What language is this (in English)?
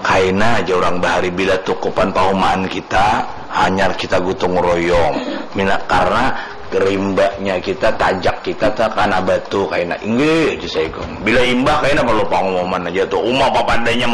Banjar